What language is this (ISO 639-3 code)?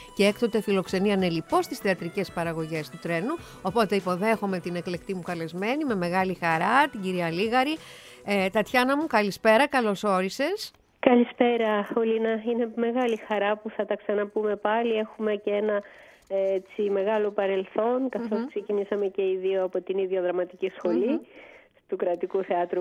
ell